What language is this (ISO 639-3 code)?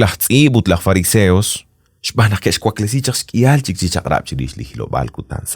kek